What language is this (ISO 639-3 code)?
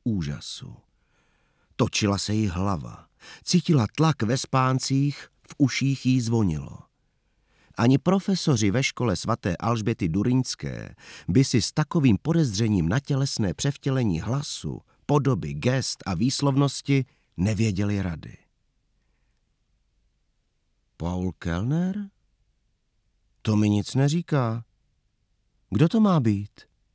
ces